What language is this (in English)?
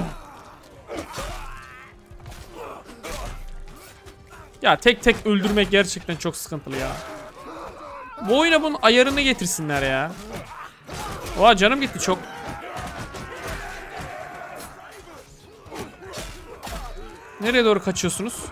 Turkish